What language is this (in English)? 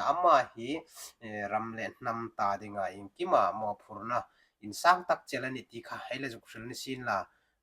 Hmar